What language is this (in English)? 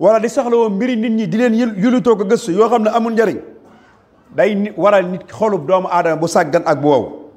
Wolof